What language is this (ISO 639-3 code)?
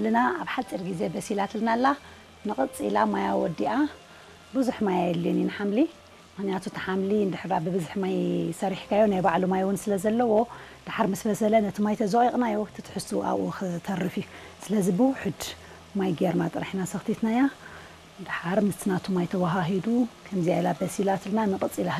tir